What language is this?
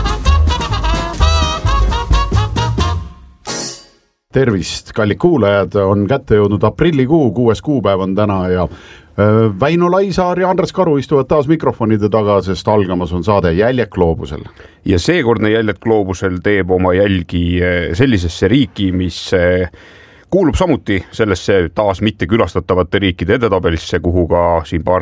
Estonian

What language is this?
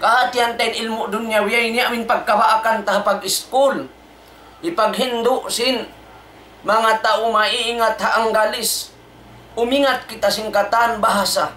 Tausug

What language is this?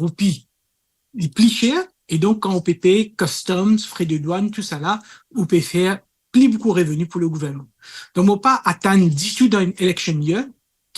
Morisyen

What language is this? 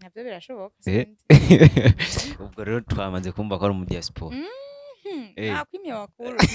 Rundi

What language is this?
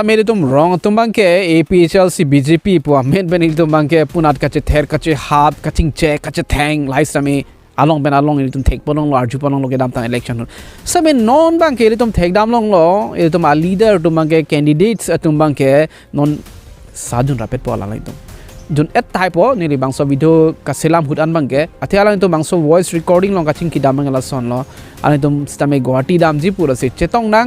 Karbi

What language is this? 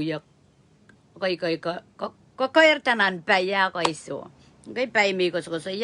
Pohnpeian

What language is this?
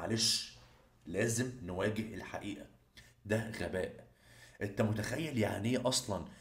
Egyptian Arabic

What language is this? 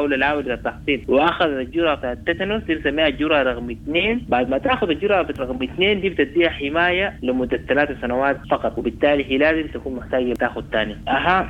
Sudanese Arabic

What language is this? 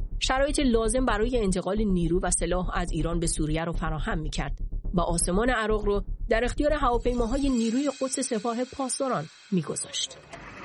Persian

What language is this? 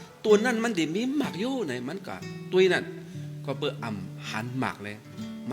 Shan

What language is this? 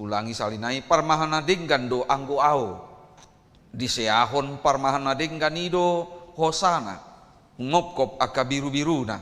Batak Toba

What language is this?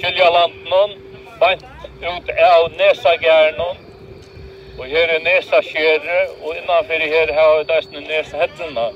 Faroese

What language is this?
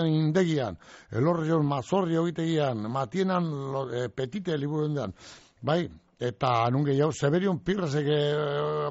Basque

